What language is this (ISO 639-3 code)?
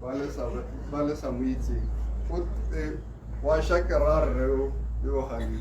tsn